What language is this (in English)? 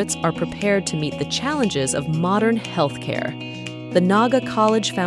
Bikol